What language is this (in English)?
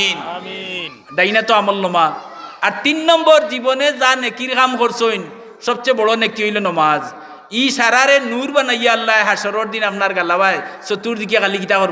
Sylheti